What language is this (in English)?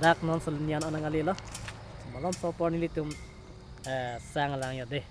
Karbi